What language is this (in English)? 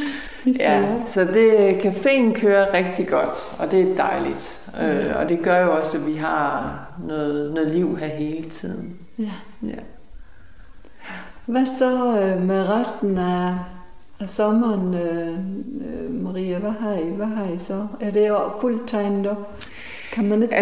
Danish